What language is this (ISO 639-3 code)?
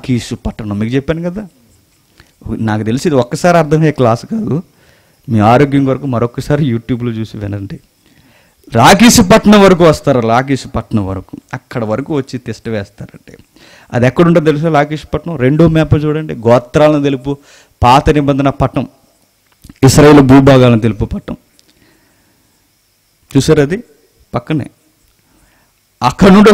tel